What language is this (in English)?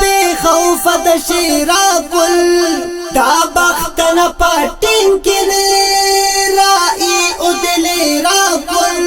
Brahui